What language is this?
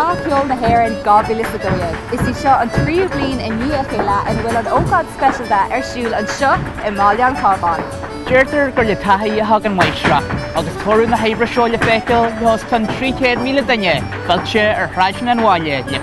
Irish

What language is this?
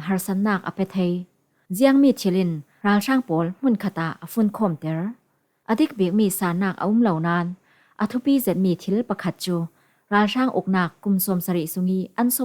Falam Chin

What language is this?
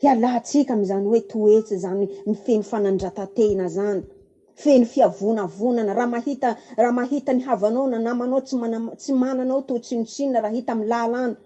Malagasy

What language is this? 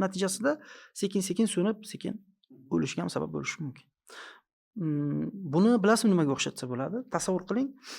Uzbek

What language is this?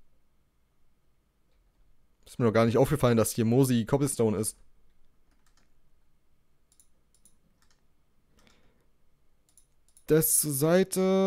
German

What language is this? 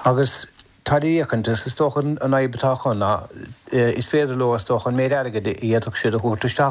Irish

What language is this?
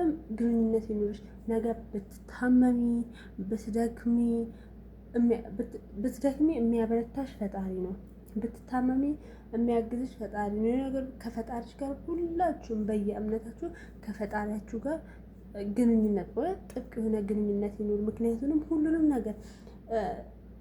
Amharic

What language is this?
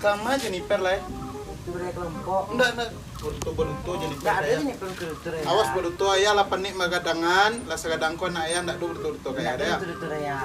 Minangkabau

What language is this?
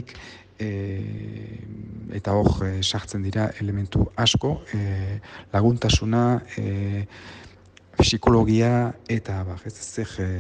Basque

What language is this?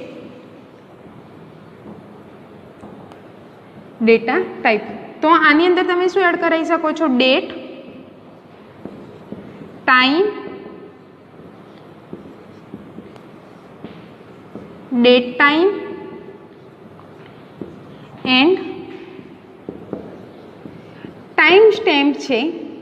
Gujarati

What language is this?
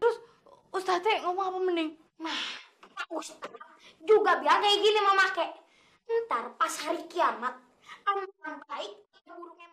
Betawi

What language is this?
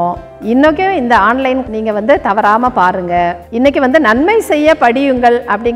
Tamil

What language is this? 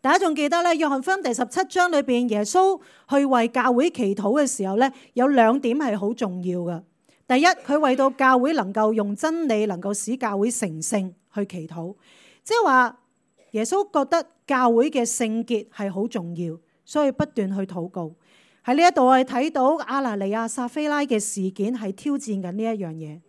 Cantonese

